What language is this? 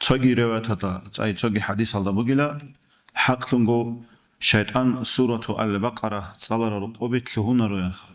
Avaric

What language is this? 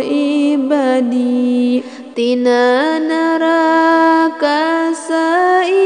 Sundanese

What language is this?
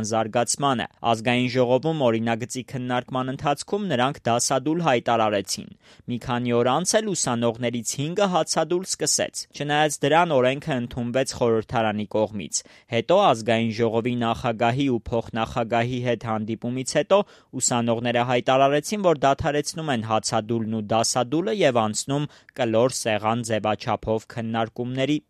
Armenian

